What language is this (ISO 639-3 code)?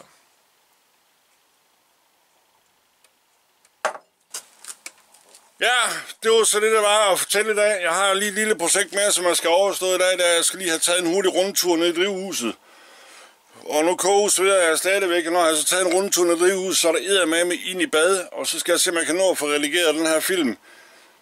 dan